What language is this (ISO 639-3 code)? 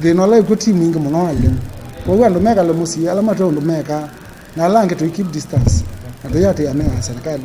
kam